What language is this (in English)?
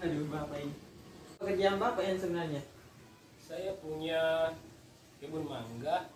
Makassar Malay